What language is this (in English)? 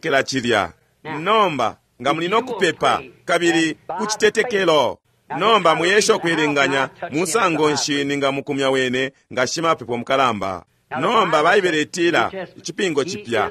Bemba